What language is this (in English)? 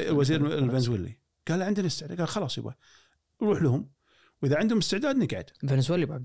Gulf Arabic